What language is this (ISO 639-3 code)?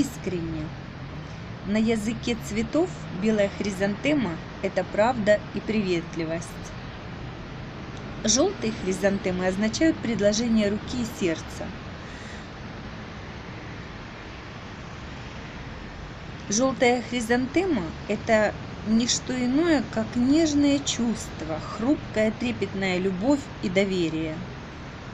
rus